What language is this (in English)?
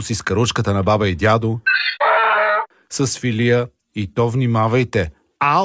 Bulgarian